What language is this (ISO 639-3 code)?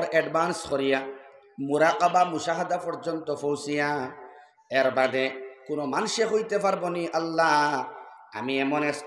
syl